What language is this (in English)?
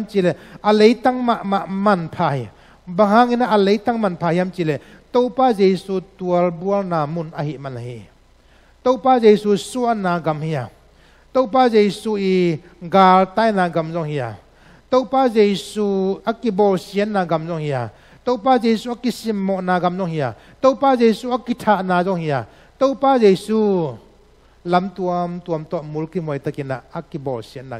Tedim Chin